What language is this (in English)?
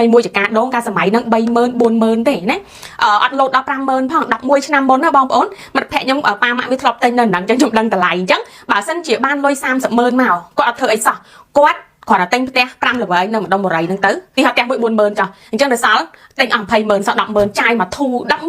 Khmer